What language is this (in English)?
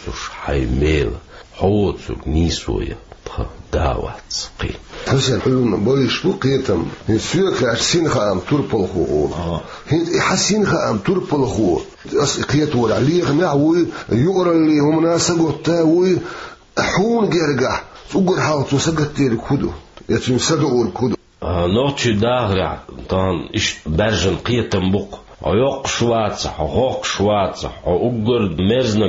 Chechen